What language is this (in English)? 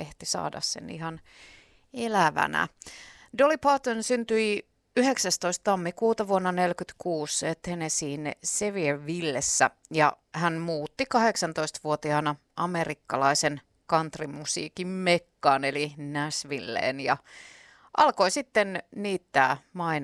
Finnish